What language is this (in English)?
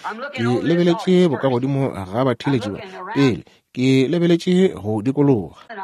Northern Sotho